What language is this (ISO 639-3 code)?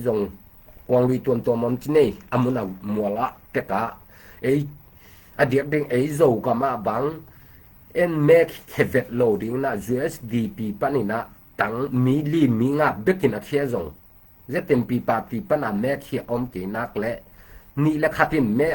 ctd